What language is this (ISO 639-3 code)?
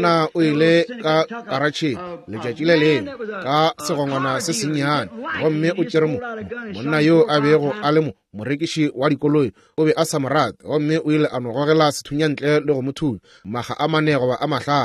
nso